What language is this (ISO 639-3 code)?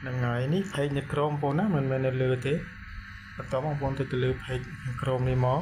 khm